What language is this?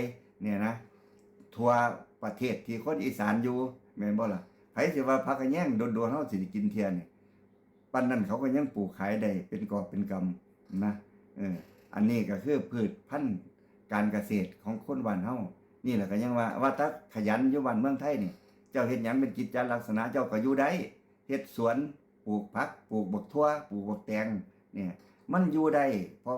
Lao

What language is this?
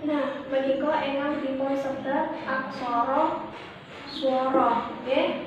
Javanese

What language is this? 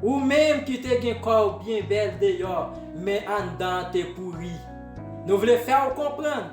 Haitian Creole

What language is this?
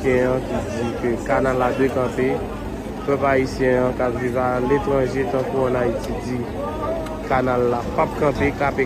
Haitian Creole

